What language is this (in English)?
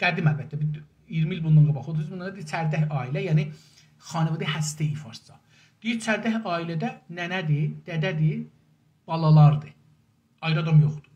South Azerbaijani